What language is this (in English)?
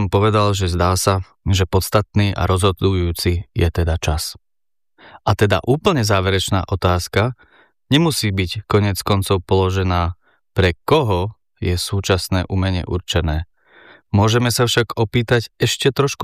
Slovak